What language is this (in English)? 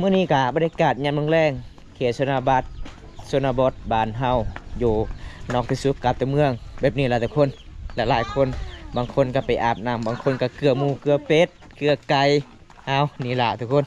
Lao